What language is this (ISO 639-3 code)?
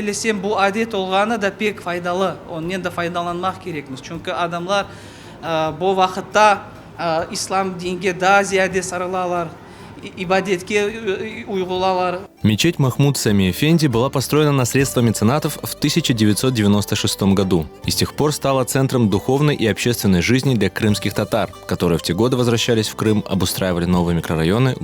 crh